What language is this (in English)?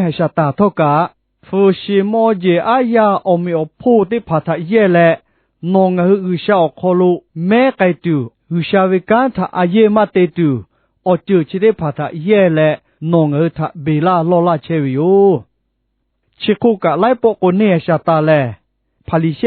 Lahu